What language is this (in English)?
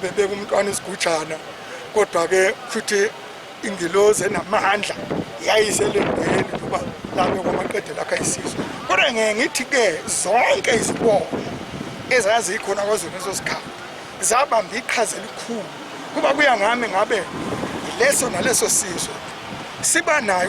Zulu